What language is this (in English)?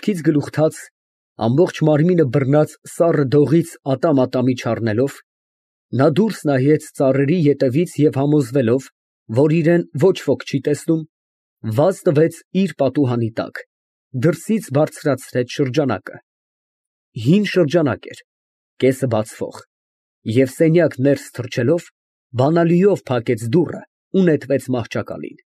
Armenian